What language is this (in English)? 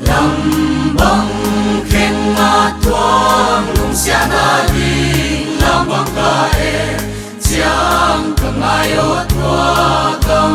Paite Chin